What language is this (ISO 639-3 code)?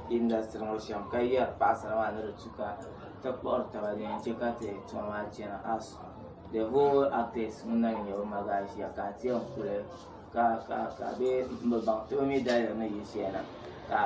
dag